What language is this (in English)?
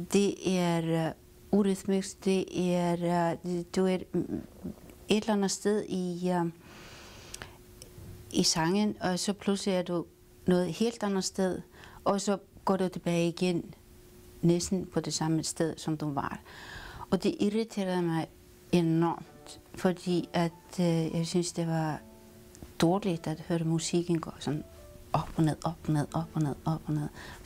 Danish